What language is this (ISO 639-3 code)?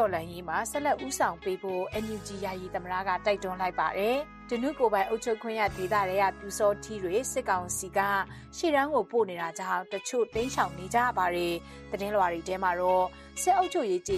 mya